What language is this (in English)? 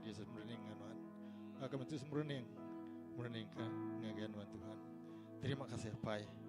Iban